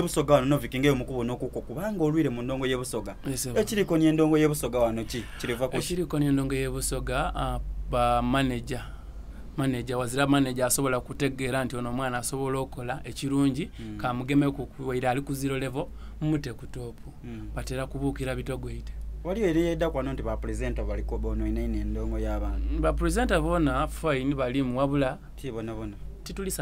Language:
Soga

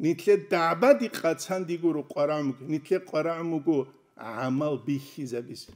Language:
Avaric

